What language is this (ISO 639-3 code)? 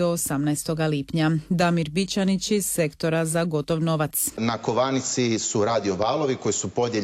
hrv